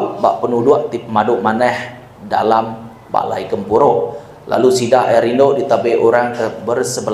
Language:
Iban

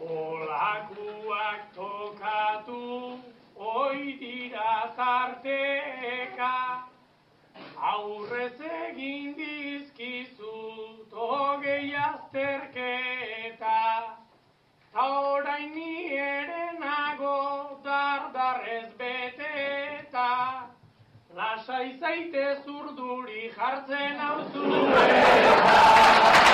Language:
Basque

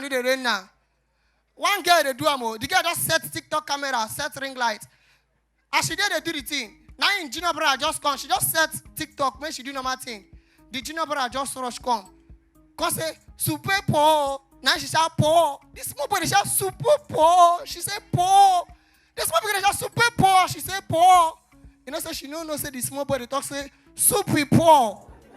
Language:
Nigerian Pidgin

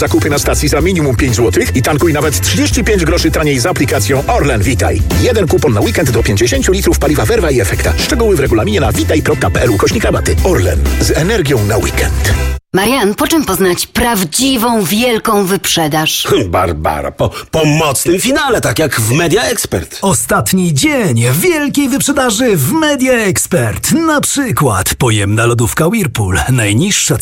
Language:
Polish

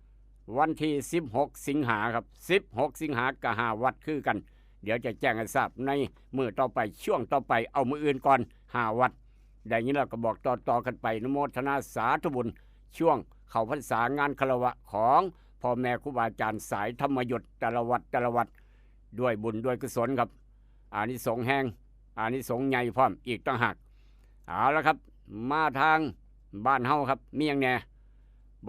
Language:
Northeastern Thai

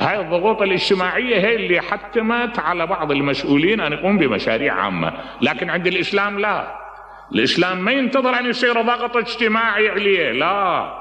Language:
Mesopotamian Arabic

